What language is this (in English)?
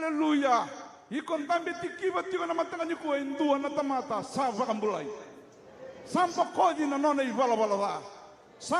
Fijian